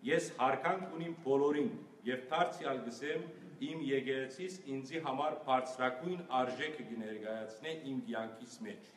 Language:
Western Armenian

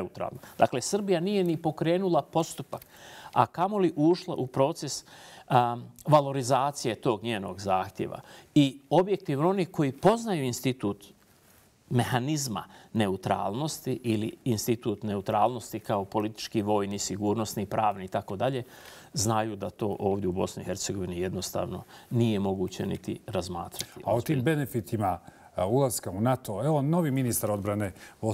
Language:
Bosnian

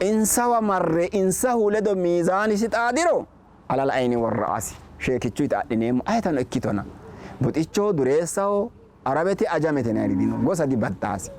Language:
Sidamo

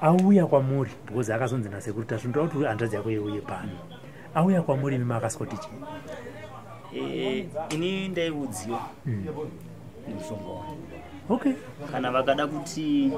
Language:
Shona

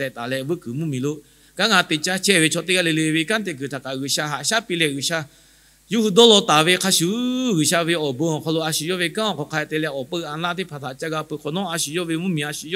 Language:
Lahu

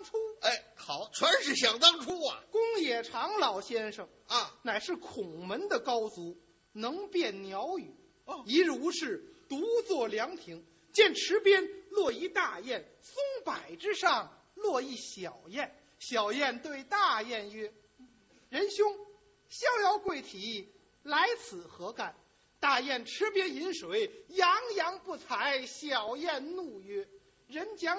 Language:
Chinese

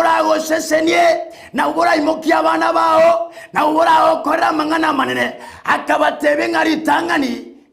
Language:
Gusii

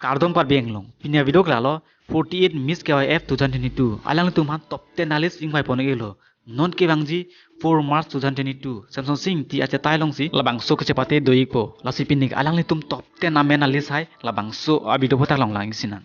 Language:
Karbi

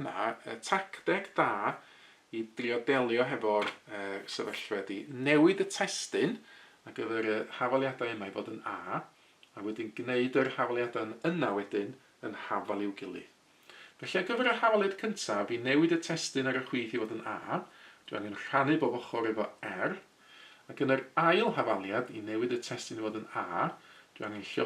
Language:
Welsh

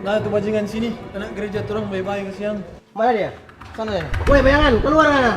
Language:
Manado Malay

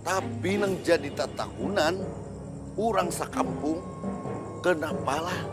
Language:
Banjar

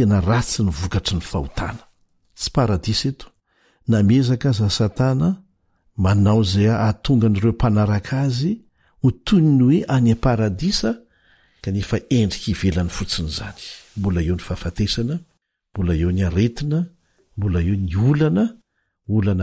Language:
Malagasy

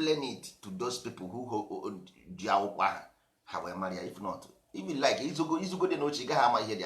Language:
Igbo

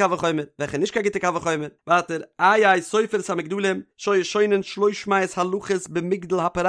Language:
Yiddish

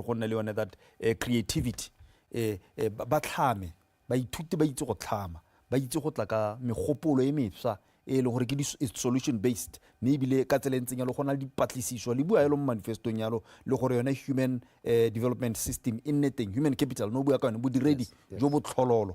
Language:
Tswana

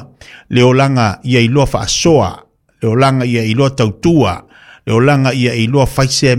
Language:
Samoan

